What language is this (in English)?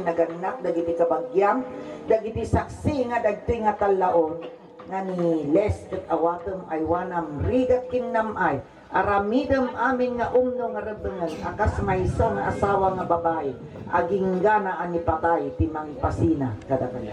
Iloko